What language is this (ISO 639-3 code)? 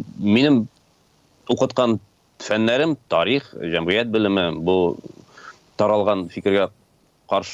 tat